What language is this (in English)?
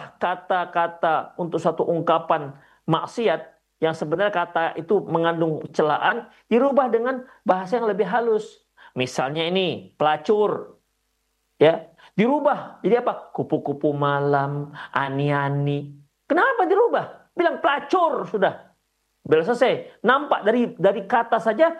Indonesian